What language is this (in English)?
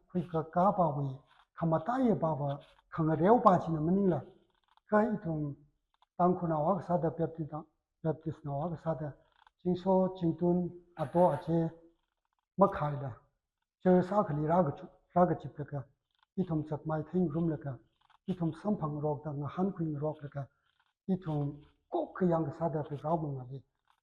Tangkhul Naga (India)